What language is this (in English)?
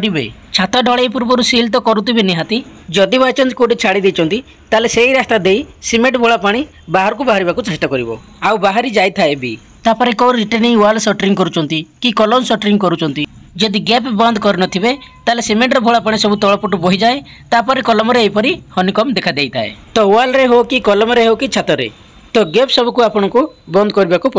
Odia